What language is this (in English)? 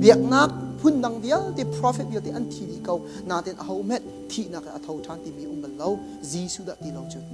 Hakha Chin